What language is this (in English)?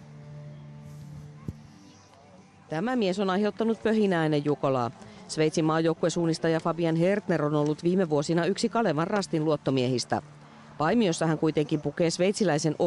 Finnish